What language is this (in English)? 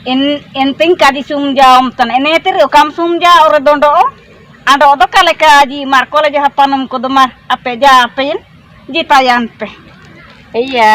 Ho